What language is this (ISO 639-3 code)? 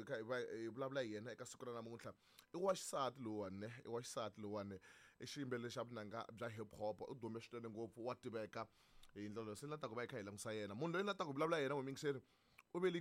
tso